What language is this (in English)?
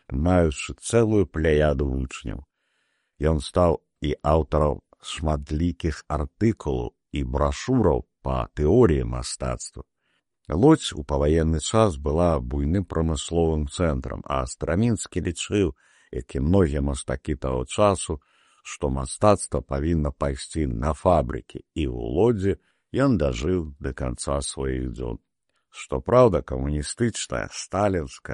Belarusian